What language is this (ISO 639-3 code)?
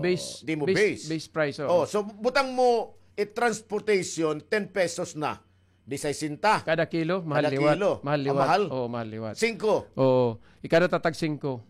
war